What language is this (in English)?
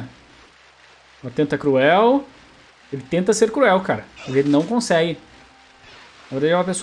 Portuguese